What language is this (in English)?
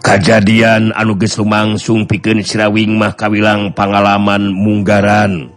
Sundanese